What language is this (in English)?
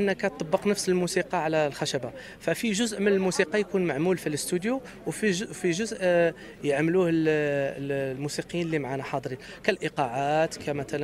Tunisian Arabic